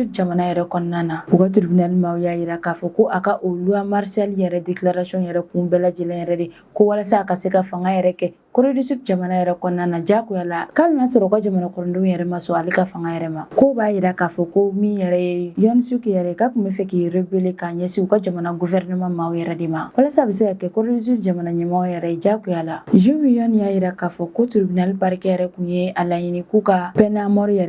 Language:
Bambara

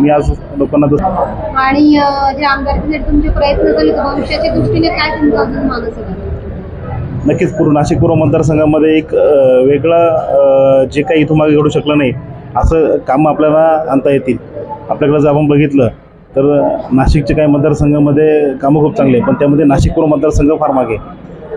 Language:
Marathi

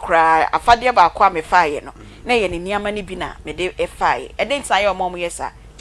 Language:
Akan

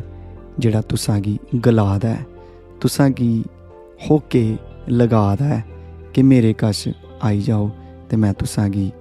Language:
Dogri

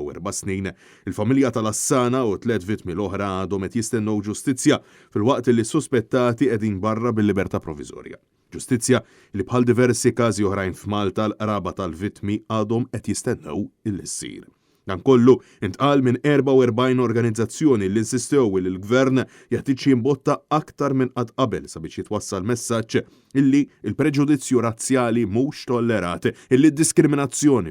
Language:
Maltese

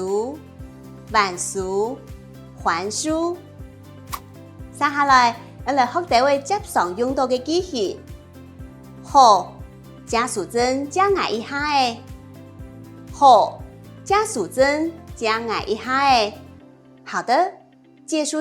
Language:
Hakka Chinese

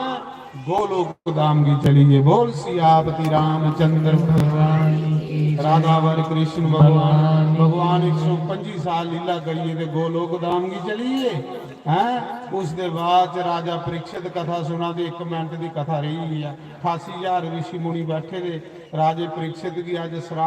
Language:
Dogri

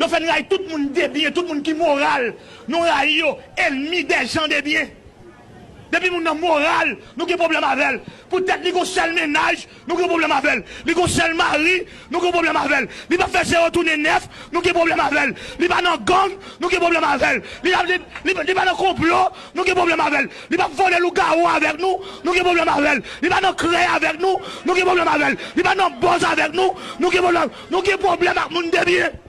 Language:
Haitian Creole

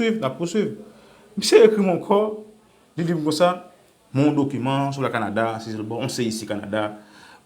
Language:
Haitian Creole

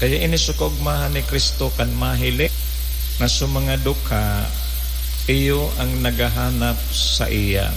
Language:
Bikol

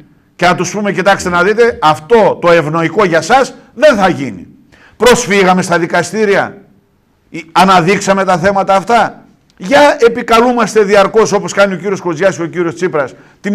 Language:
Greek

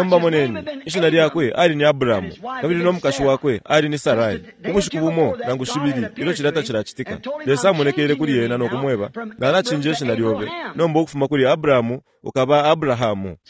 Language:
Bemba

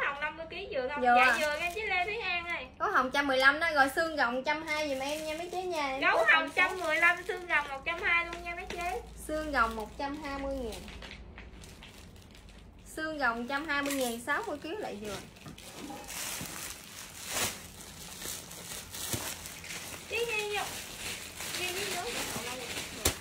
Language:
Vietnamese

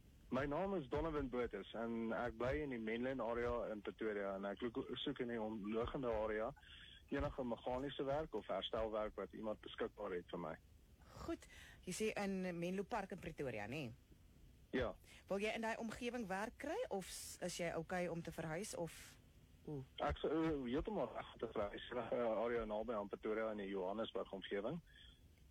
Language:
Afrikaans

